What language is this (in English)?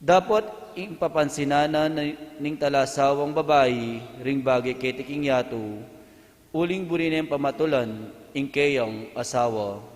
Pampanga